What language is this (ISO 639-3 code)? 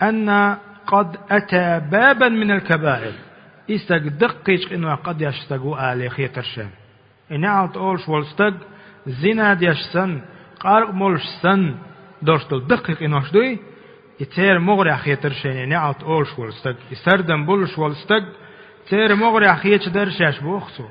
che